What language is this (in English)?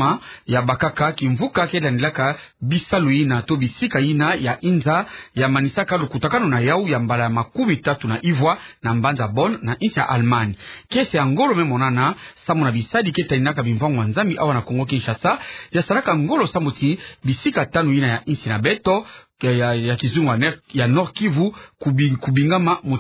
Kituba (Democratic Republic of Congo)